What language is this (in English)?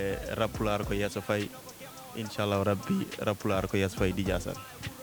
Fula